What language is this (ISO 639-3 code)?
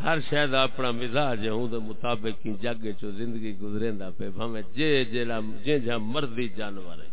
skr